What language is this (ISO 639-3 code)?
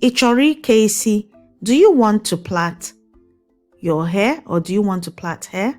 ibo